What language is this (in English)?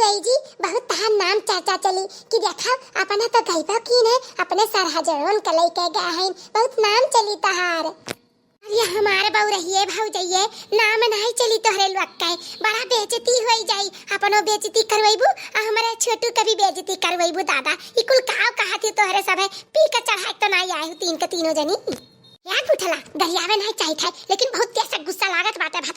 Awadhi